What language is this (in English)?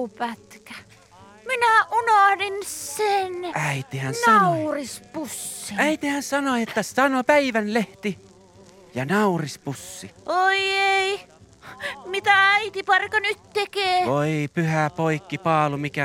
Finnish